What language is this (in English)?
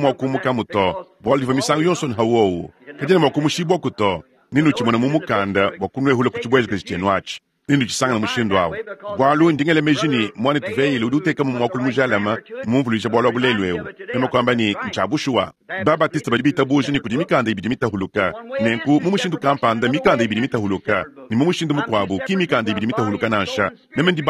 Luba-Lulua